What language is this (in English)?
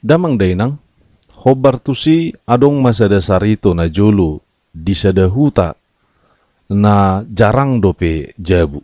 Batak Toba